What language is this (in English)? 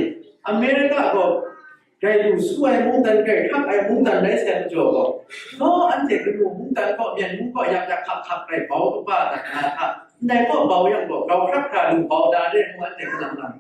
Kachin